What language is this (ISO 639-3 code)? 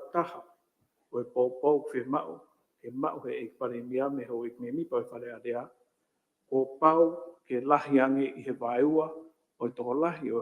ton